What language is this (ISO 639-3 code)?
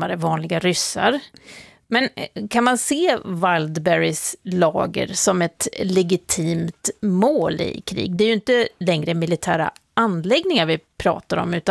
swe